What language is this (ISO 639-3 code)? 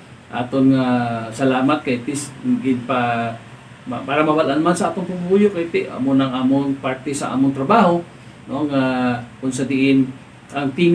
hil